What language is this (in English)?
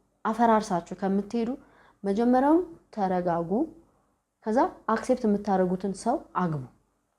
Amharic